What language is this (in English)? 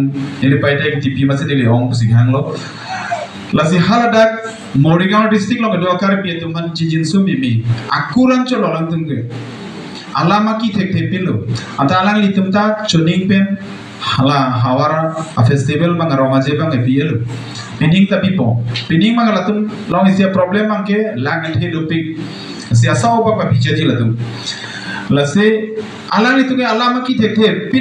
Karbi